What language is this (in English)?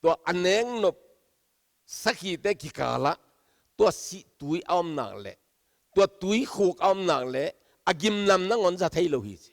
Tedim Chin